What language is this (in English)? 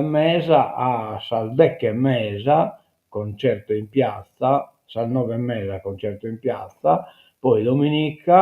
Sardinian